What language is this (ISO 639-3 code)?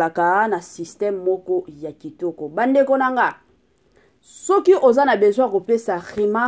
lin